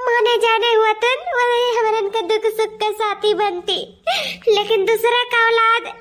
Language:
Awadhi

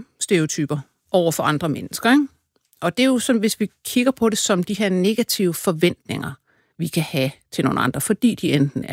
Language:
Danish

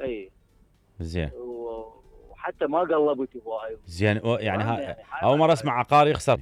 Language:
Mesopotamian Arabic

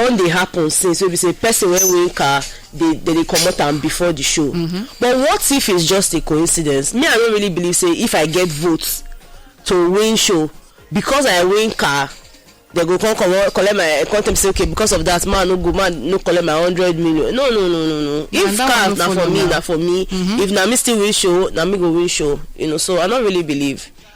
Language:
Nigerian Pidgin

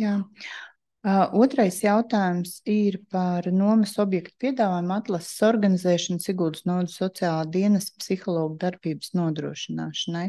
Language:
Latvian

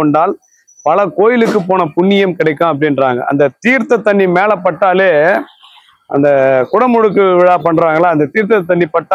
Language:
Tamil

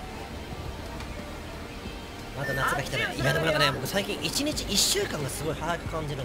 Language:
Japanese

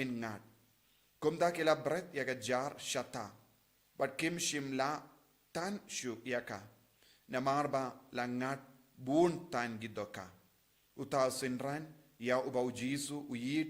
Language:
Khasi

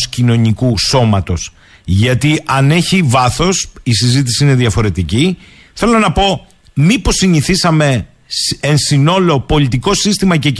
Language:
Greek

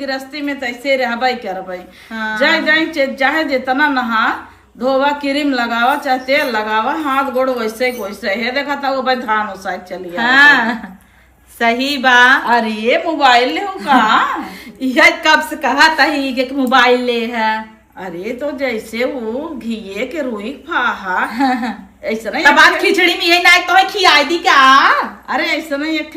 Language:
Awadhi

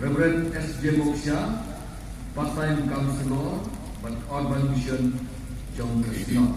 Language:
Khasi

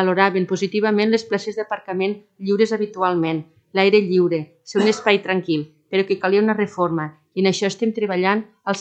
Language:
Catalan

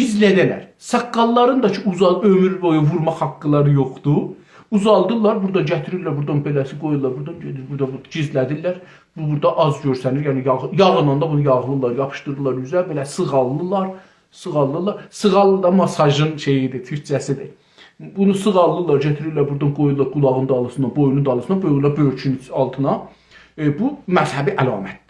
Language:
South Azerbaijani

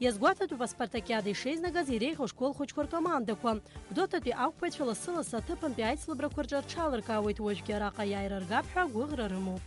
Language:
Abkhazian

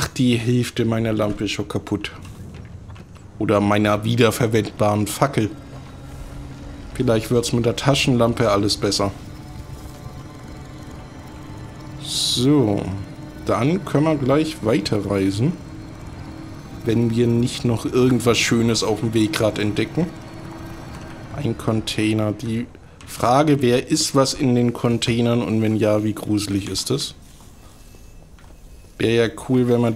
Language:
German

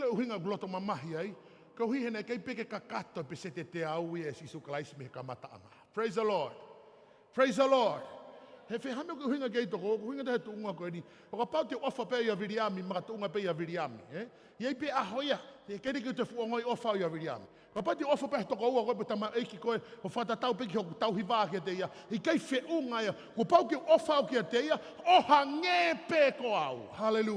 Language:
Tongan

